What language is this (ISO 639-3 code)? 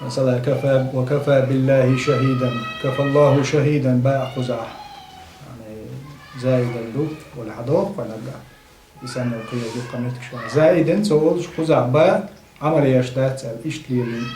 che